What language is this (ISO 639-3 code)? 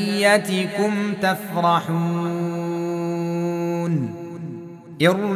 ara